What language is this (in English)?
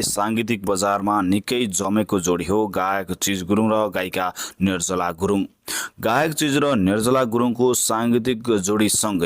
Nepali